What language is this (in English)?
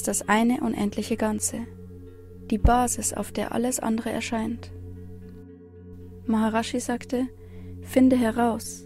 German